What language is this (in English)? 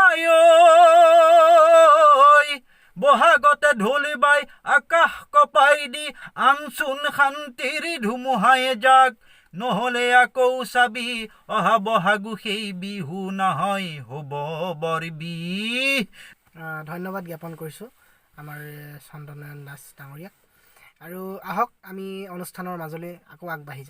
Assamese